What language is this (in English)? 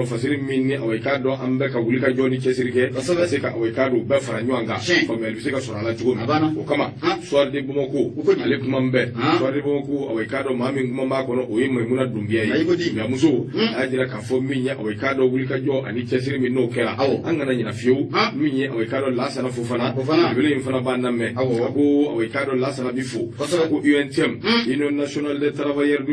Bambara